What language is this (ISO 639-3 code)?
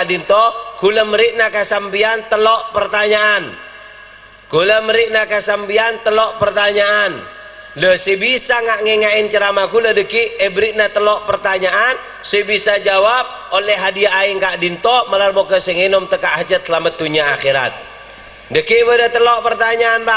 mad